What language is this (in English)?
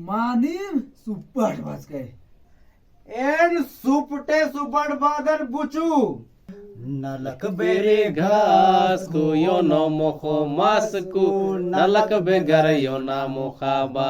Kurukh